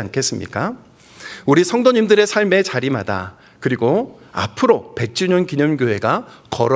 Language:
Korean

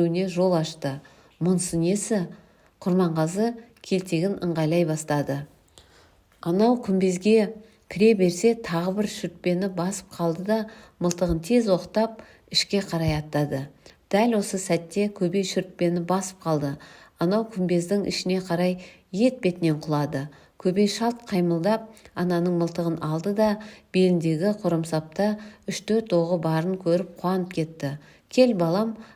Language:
Kazakh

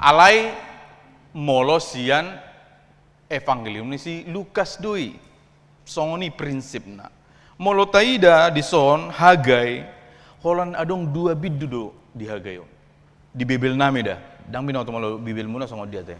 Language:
Batak Toba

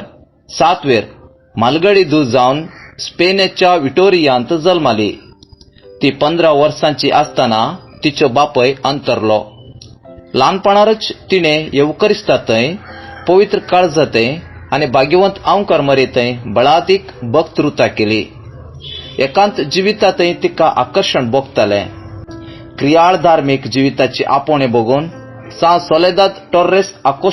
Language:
Konkani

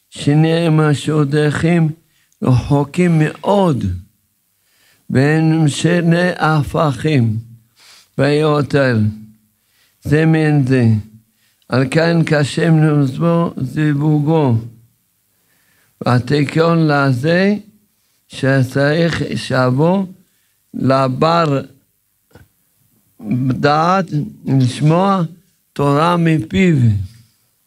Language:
Hebrew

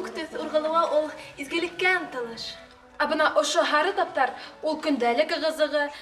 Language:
Bashkir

